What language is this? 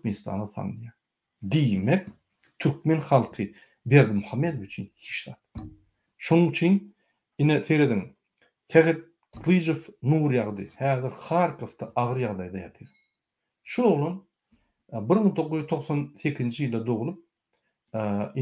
Turkmen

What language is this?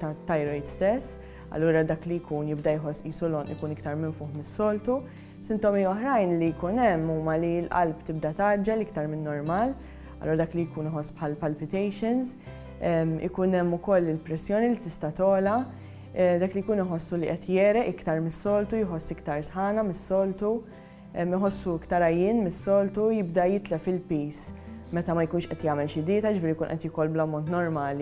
Maltese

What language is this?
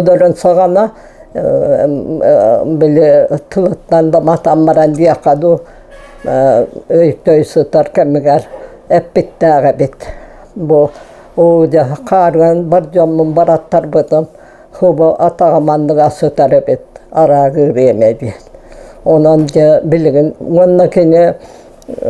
Yakut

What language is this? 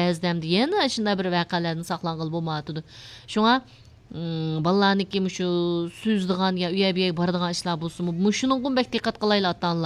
Uyghur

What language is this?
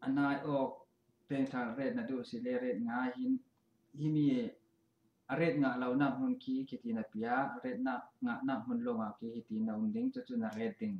Falam Chin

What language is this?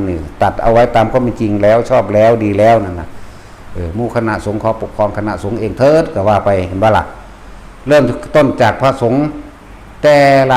Northeastern Thai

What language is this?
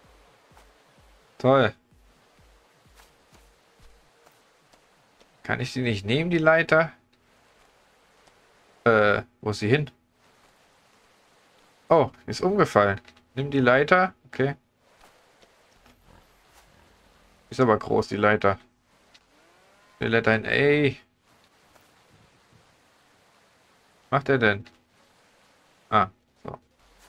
German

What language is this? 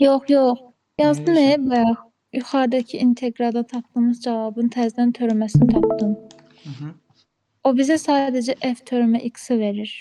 Azerbaijani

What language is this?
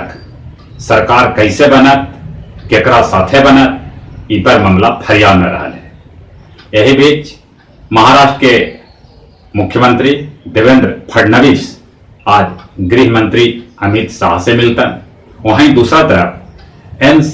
Magahi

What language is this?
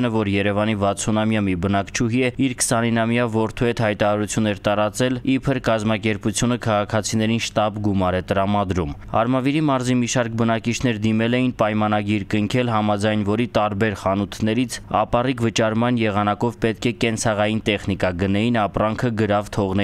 Armenian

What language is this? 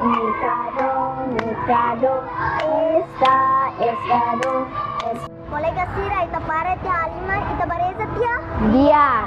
Tetum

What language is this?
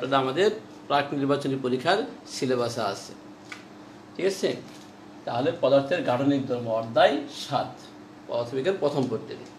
Bangla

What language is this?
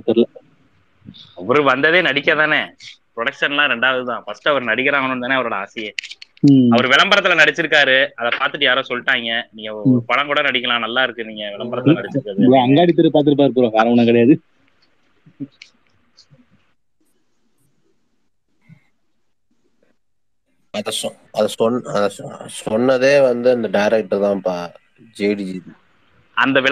Tamil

